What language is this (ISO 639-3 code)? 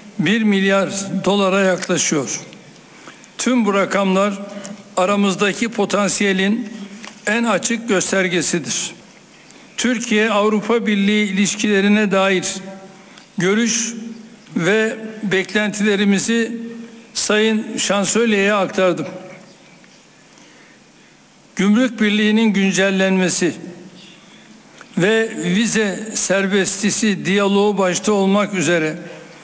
tur